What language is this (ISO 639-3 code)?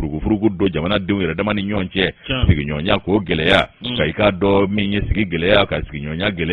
bam